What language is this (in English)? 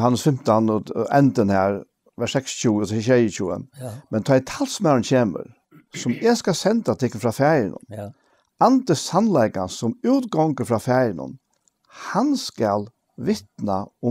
Faroese